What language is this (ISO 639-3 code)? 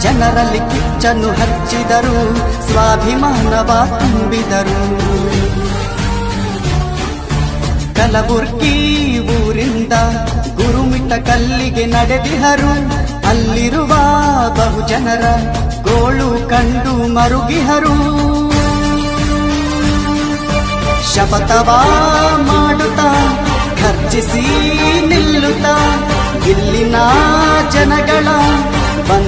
kan